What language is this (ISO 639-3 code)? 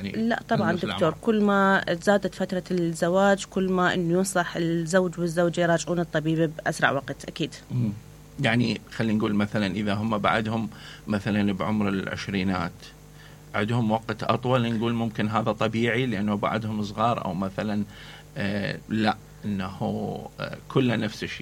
acm